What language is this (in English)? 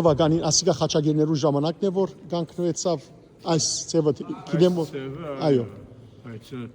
Western Armenian